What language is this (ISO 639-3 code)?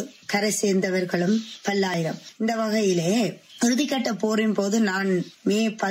tam